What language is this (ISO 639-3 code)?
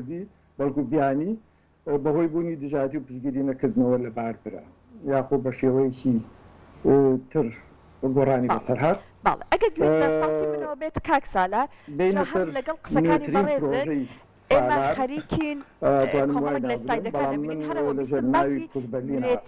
ckb